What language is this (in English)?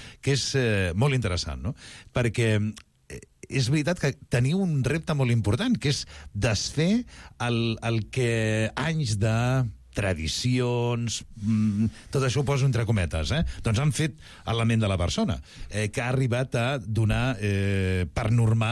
Catalan